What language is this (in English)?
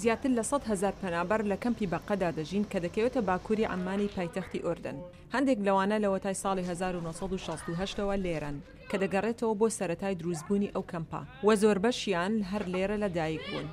Central Kurdish